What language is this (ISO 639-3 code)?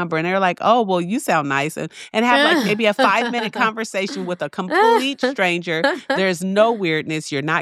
eng